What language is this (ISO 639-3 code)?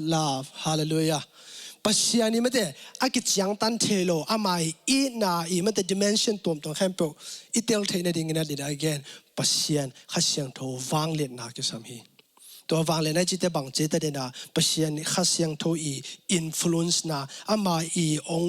ctd